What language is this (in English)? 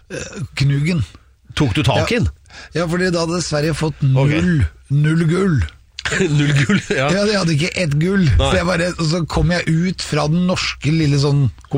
Norwegian